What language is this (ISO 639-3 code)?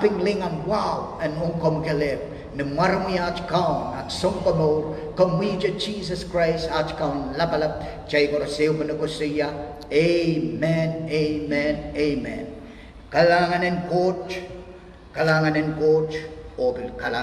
pon